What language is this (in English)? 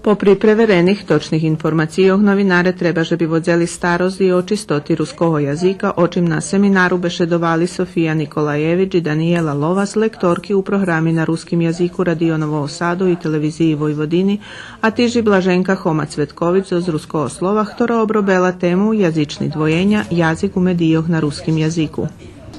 Rusyn